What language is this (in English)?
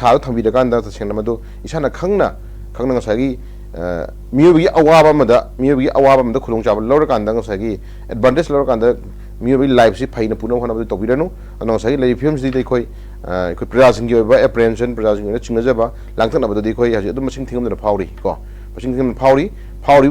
Manipuri